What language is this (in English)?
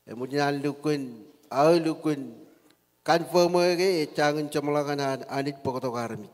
Marshallese